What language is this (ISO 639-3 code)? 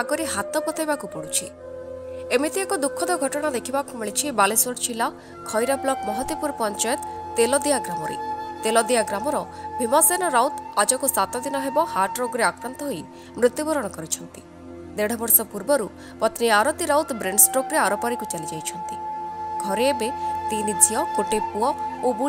ori